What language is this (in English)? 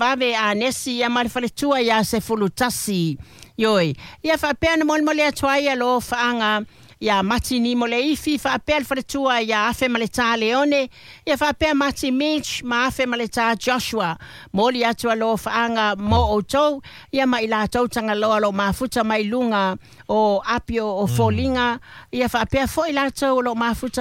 Samoan